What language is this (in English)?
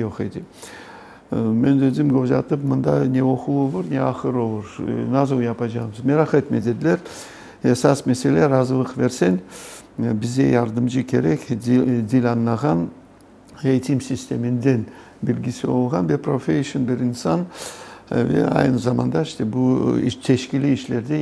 Crimean Tatar